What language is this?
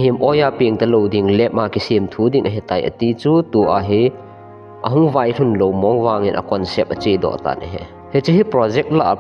Thado Chin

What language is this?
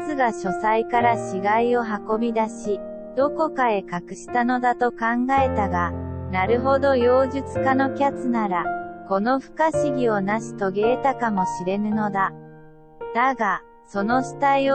Japanese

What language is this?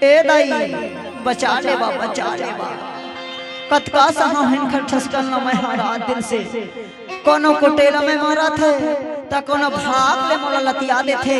Chhattisgarhi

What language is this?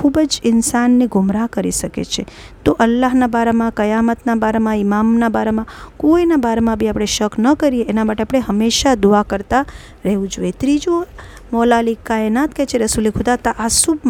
Gujarati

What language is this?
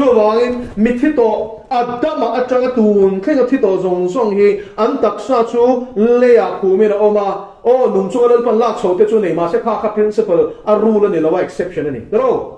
Mizo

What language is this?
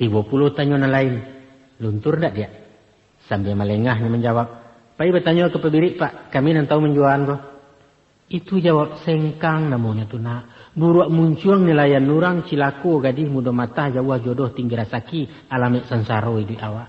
Minangkabau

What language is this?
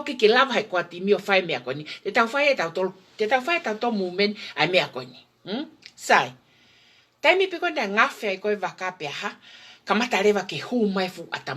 Tongan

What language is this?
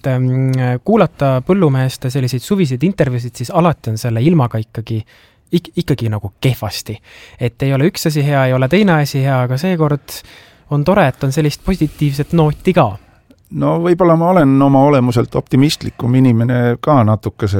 Estonian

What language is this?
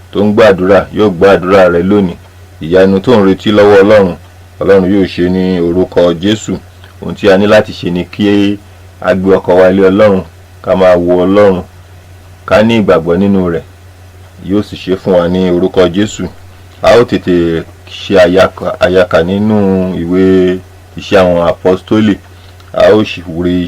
Yoruba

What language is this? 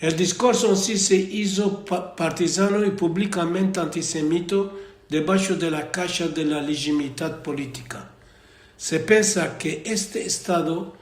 Ladino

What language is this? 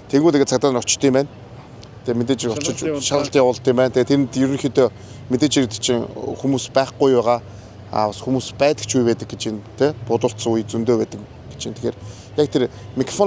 Mongolian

